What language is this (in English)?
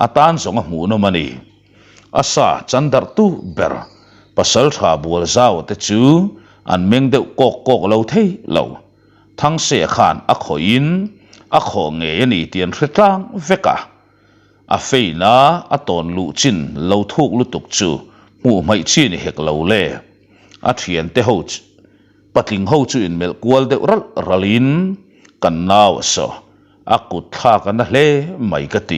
Mizo